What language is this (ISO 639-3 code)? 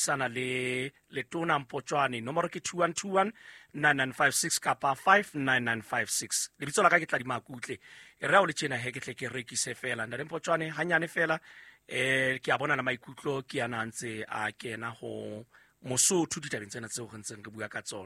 sot